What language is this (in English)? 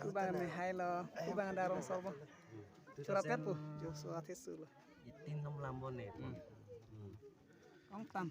Karbi